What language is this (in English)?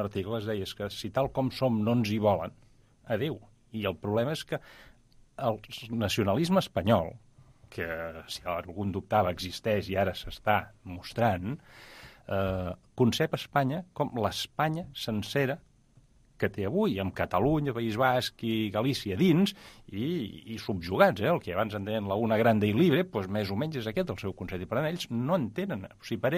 Catalan